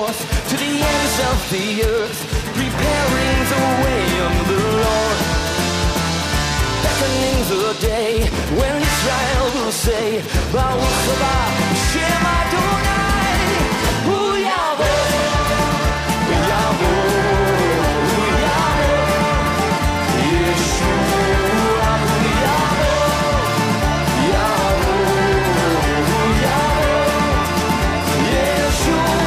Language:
Estonian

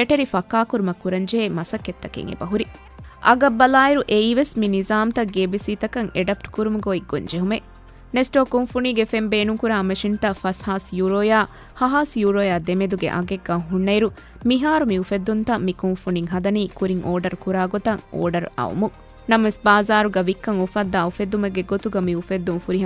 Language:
Divehi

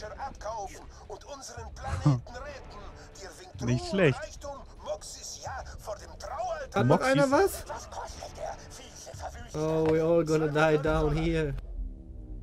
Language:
German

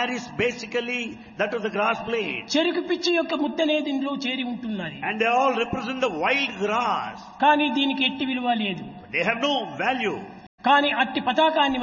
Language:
Telugu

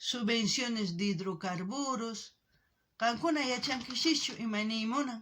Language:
South Bolivian Quechua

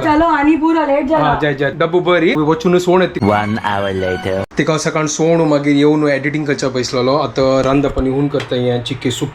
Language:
Konkani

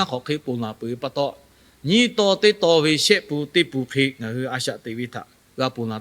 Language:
Lahu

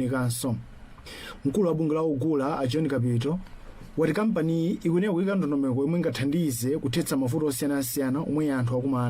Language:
Nyanja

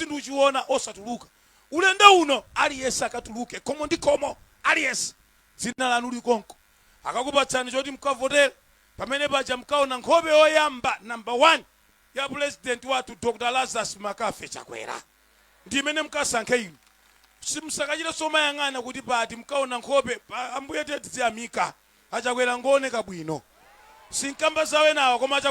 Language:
Nyanja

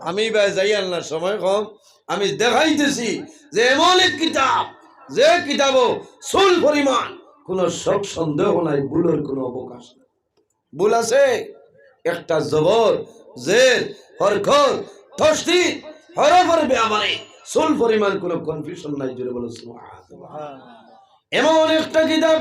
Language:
Sylheti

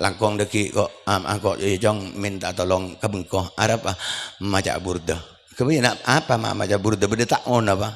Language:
Madurese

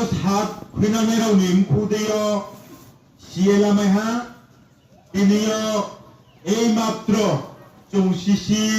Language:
Riang (India)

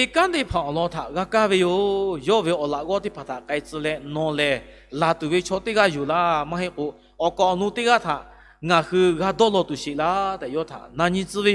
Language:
Lahu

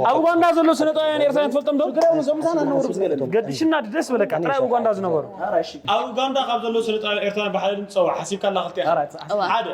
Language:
Tigrinya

